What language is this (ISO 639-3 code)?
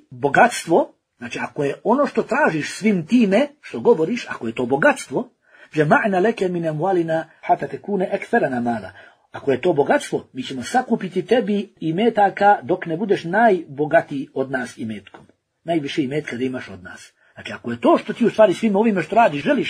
bos